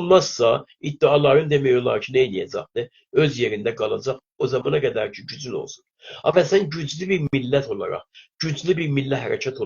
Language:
South Azerbaijani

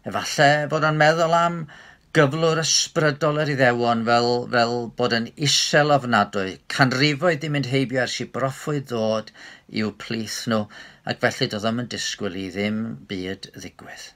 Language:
Welsh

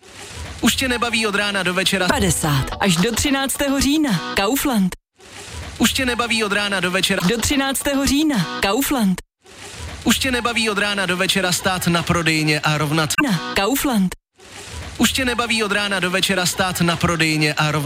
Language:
Czech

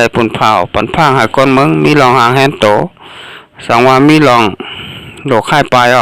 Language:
Shan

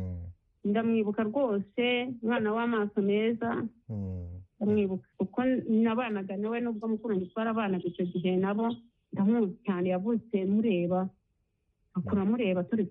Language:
Kinyarwanda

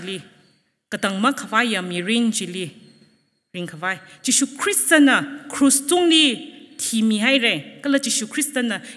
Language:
Tangkhul Naga (India)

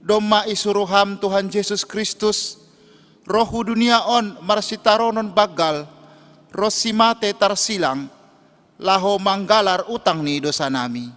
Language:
Batak Simalungun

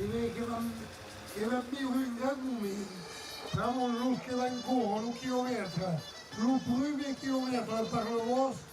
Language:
Occitan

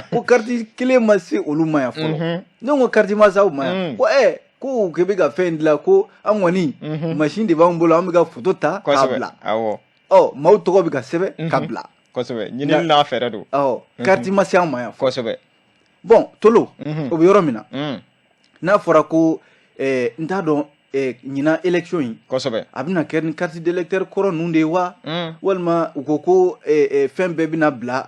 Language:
Bambara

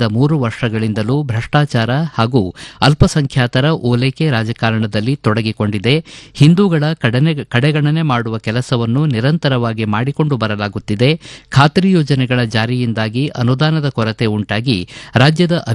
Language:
Kannada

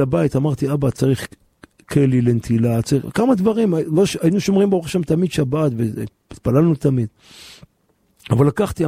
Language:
Hebrew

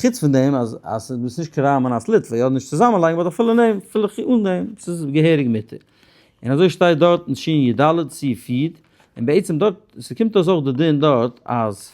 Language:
Yiddish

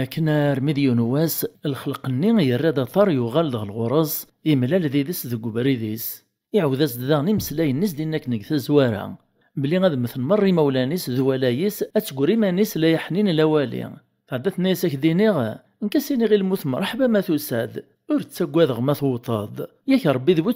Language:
Kabyle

